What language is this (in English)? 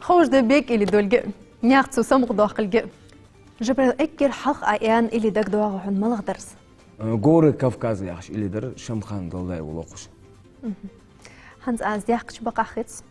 Ingush